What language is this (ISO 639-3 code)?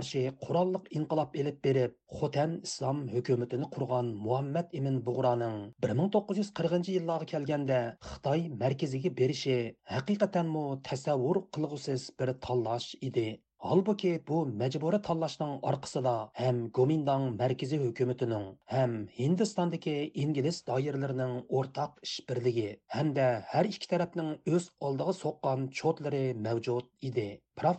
uig